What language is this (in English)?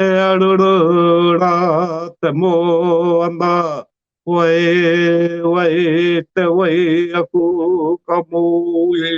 Māori